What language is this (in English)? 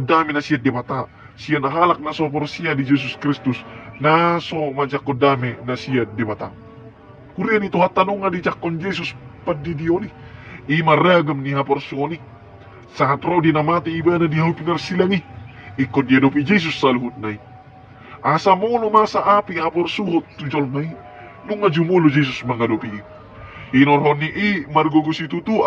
Batak Toba